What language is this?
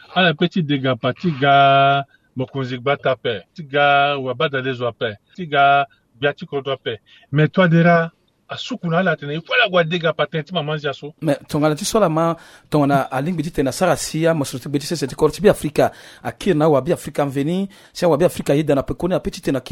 Sango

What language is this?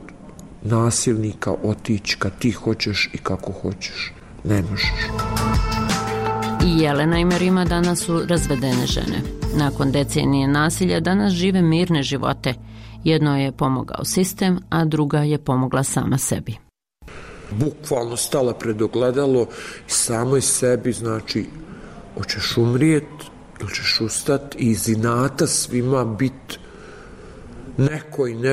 Bosnian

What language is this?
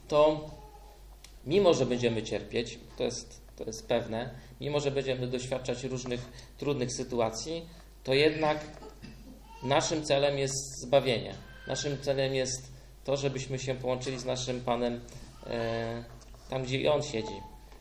Polish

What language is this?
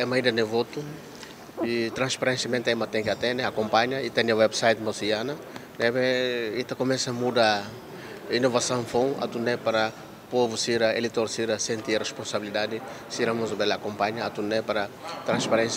Tetum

